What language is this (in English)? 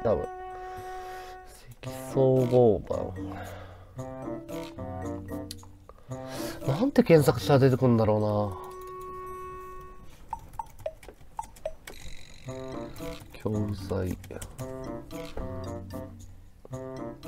Japanese